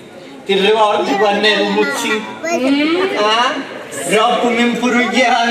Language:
Sicilian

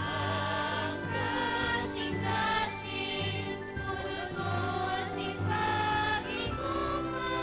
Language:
Hiligaynon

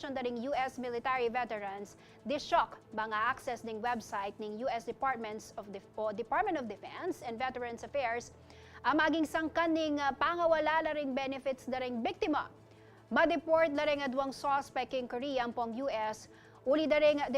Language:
Pampanga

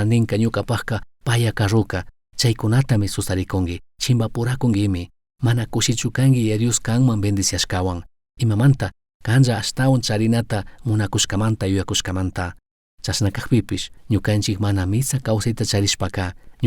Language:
Chimborazo Highland Quichua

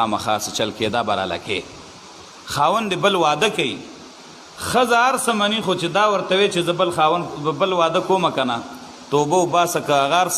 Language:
Pashto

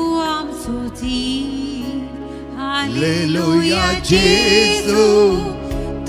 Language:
Konkani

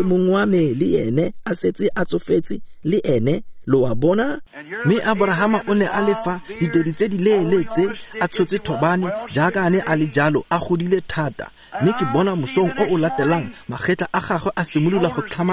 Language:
Tswana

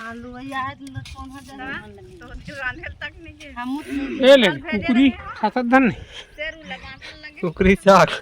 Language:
Chhattisgarhi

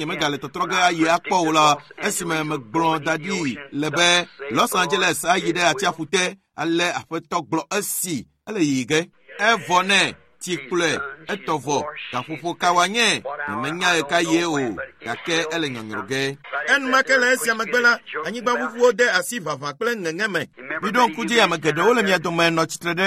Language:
Ewe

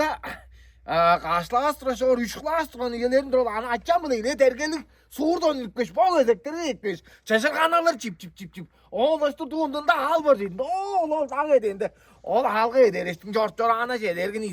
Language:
Tuvinian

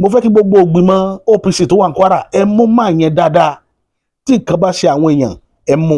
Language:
Yoruba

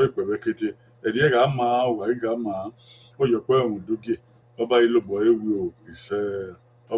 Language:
Bini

